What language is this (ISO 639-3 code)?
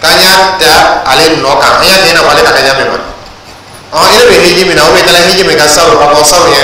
dyu